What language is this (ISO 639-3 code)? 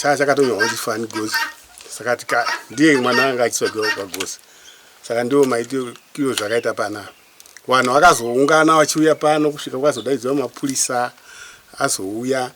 sna